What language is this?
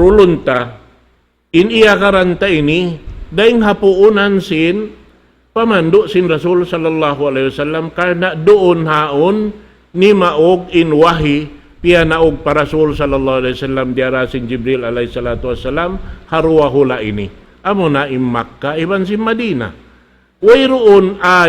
Tausug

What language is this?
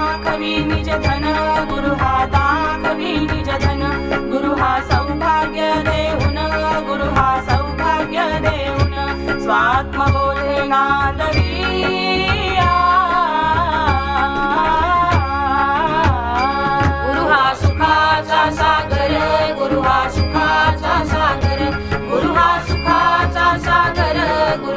Marathi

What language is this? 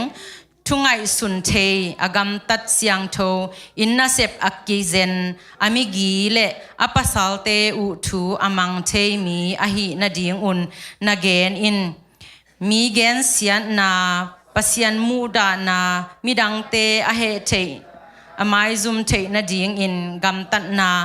Tedim Chin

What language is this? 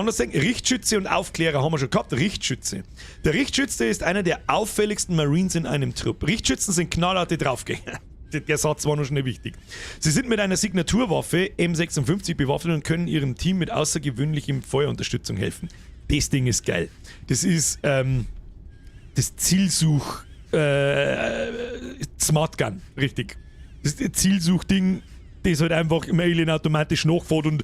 Bavarian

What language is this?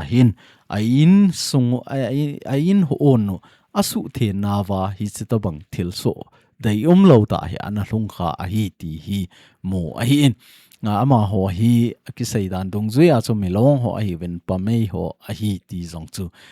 Thado Chin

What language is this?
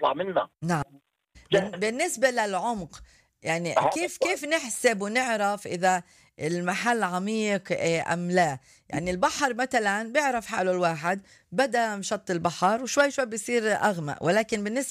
North Levantine Arabic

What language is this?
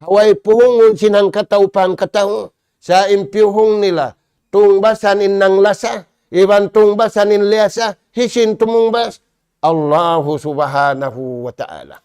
Tausug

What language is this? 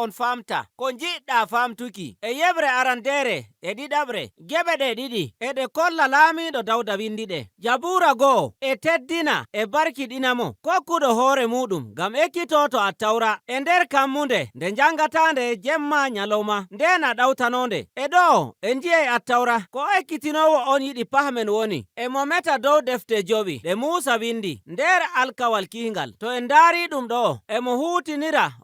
Nigerian Fulfulde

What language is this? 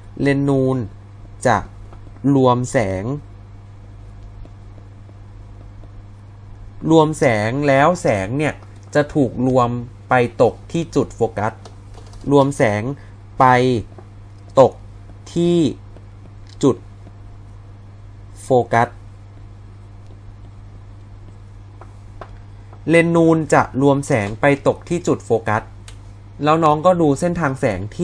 Thai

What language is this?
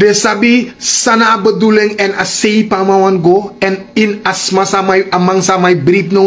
Sranan Tongo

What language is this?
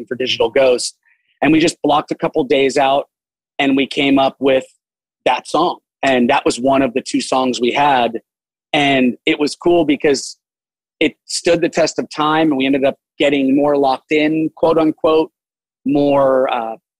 English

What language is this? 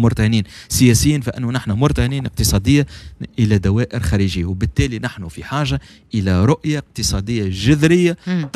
Tunisian Arabic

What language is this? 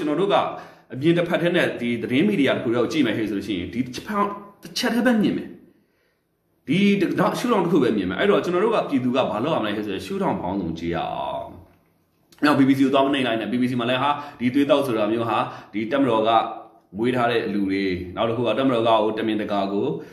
Burmese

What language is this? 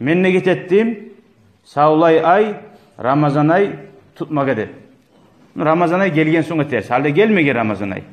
Kumyk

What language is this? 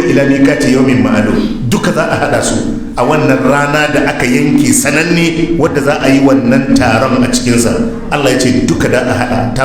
Hausa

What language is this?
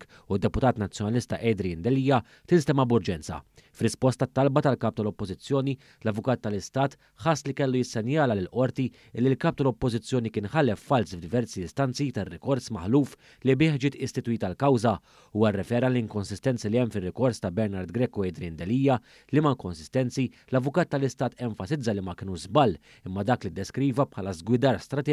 Maltese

